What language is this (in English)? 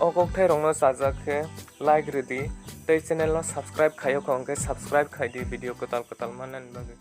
Kok Borok